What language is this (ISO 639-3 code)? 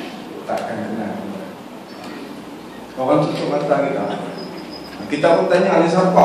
msa